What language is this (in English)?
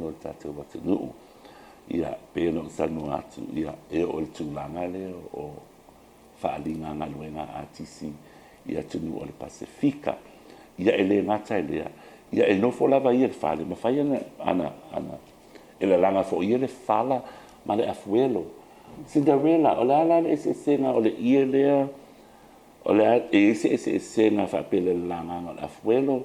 Samoan